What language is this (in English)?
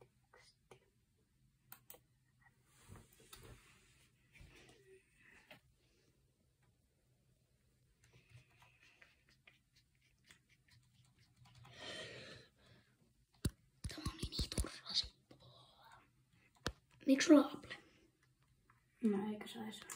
Finnish